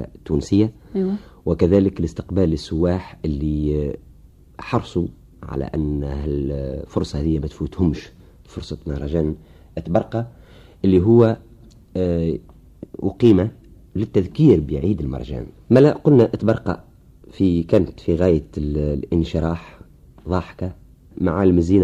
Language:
Tunisian Arabic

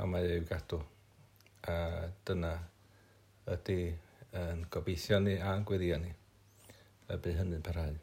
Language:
Welsh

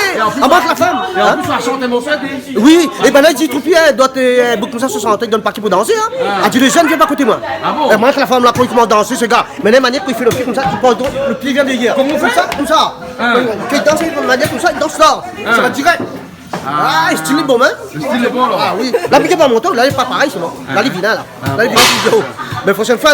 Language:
Réunion Creole French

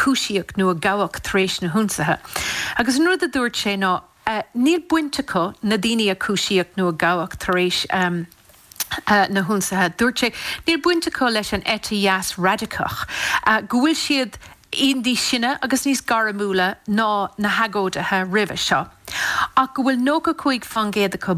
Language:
Irish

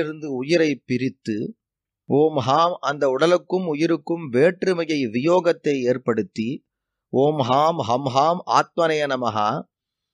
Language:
Tamil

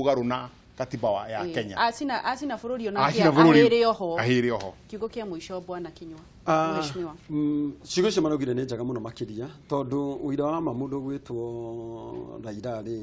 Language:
Kikuyu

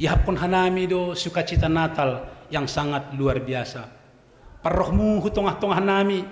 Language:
Batak Simalungun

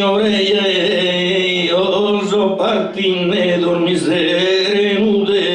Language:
Sardinian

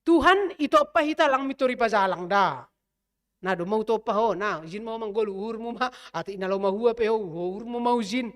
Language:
Batak Simalungun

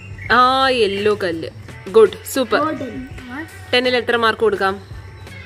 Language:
Malayalam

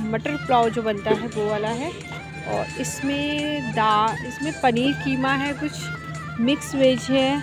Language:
Hindi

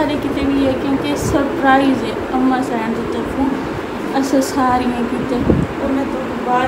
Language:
Saraiki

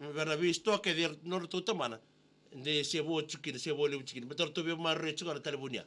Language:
Fijian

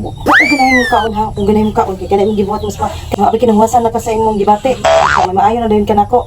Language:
Cebuano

